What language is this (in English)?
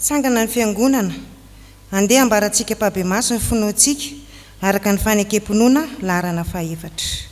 Malagasy